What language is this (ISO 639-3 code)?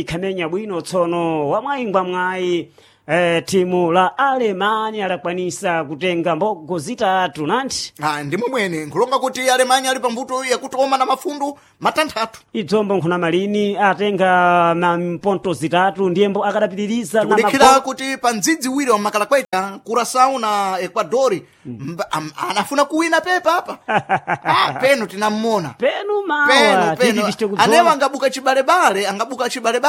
seh